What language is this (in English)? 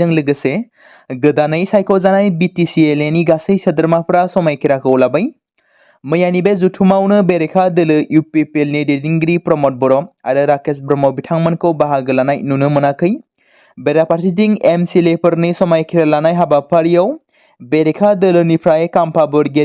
Bodo